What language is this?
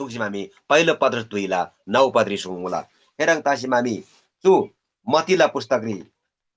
Eastern Tamang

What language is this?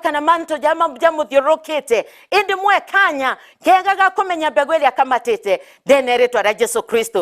Meru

